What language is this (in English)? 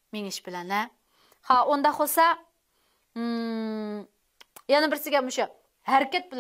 Uyghur